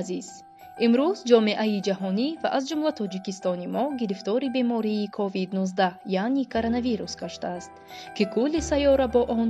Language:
Tajik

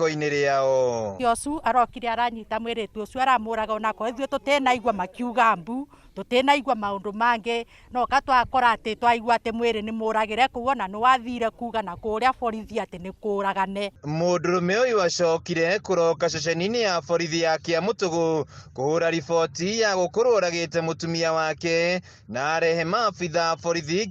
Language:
Kikuyu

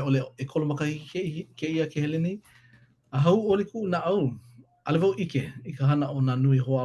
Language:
Hawaiian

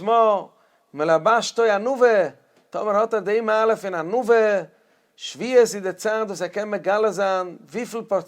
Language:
Yiddish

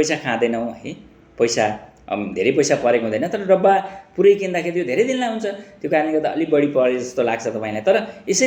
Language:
Nepali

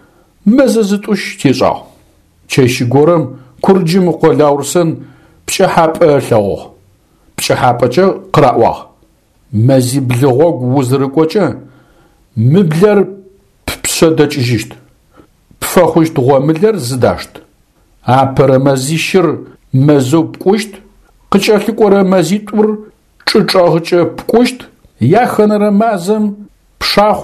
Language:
Adyghe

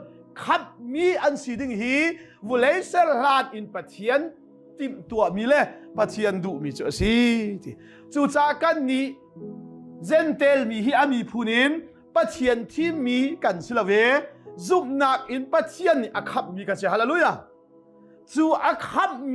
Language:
Hakha Chin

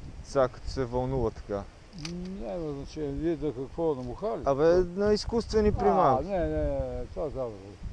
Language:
Bulgarian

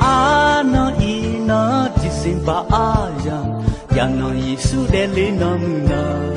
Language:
Akha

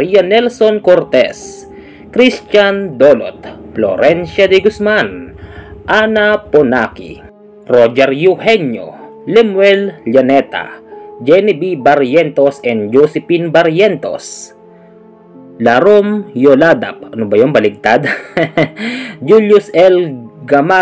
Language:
Filipino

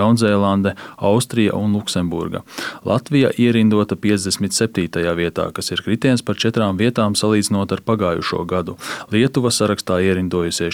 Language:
Latvian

